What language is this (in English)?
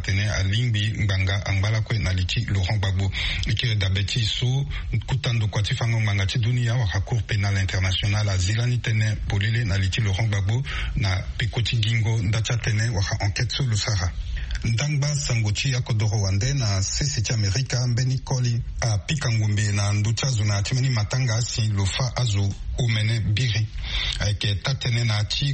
Sango